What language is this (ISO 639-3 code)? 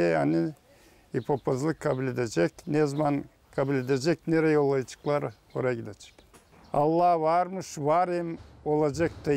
gag